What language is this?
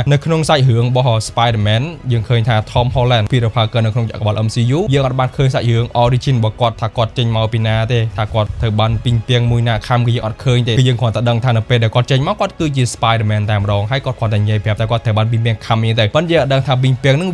Khmer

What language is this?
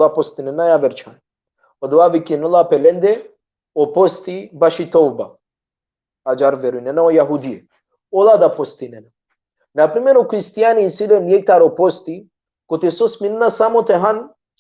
Balkan Romani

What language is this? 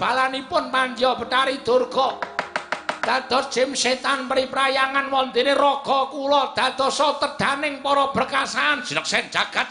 Javanese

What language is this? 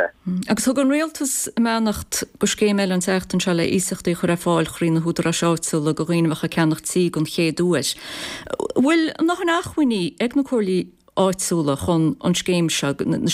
Irish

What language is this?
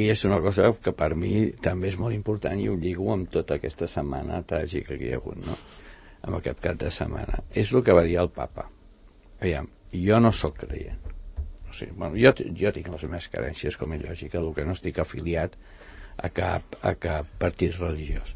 Catalan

